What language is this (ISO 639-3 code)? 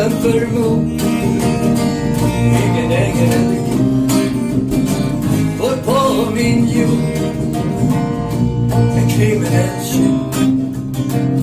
swe